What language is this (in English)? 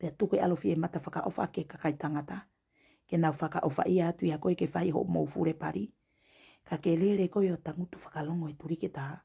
Tongan